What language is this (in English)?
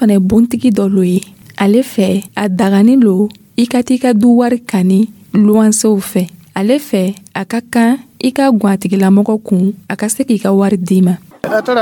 Dyula